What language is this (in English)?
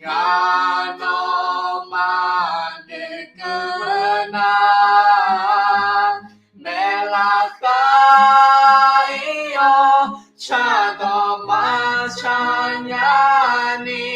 Akha